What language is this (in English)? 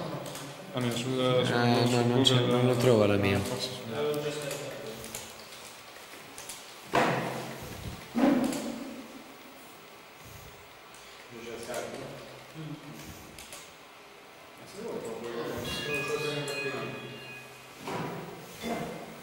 Italian